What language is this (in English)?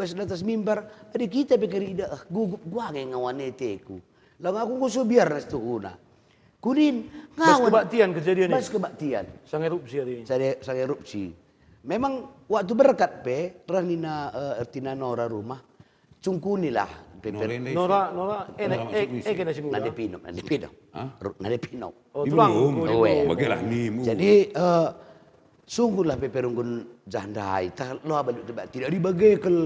Batak Karo